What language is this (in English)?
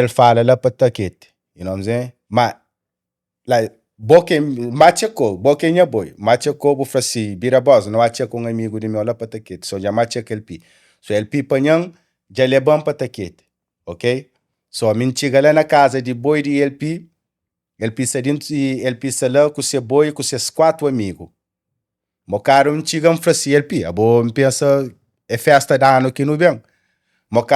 Kabuverdianu